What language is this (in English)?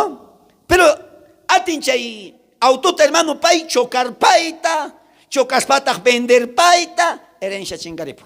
South Bolivian Quechua